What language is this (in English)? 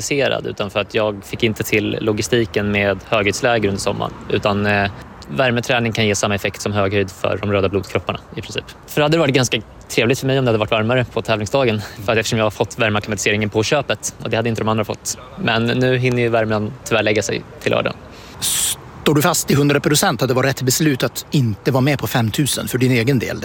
Swedish